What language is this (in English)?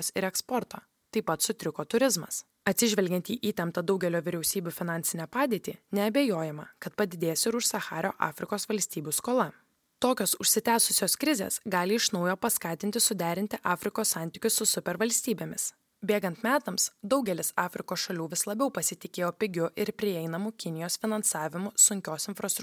Lithuanian